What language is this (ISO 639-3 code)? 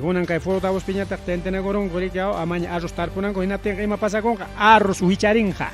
quy